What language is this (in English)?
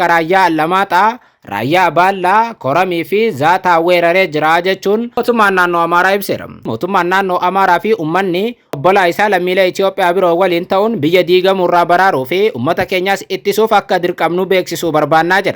Oromo